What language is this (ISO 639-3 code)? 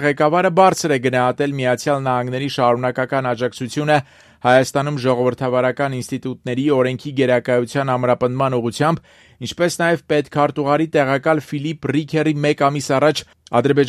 hye